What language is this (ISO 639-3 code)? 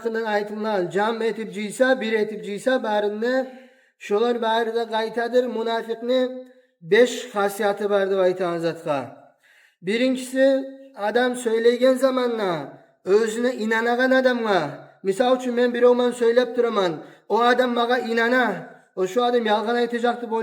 kum